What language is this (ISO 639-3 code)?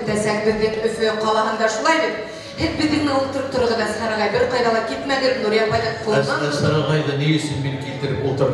bak